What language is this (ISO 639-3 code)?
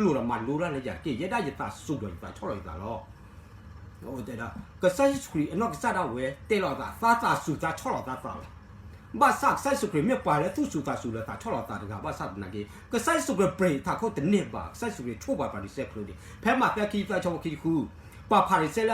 ksw